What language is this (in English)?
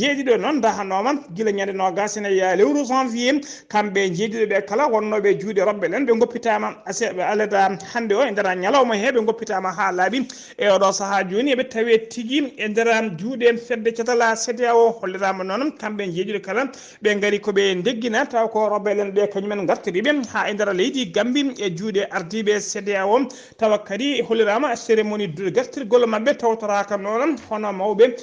Fula